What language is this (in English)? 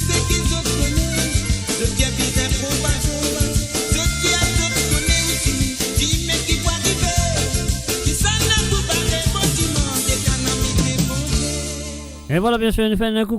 Morisyen